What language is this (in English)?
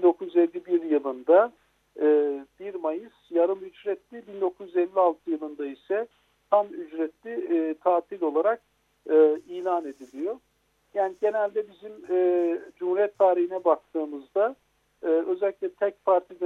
Turkish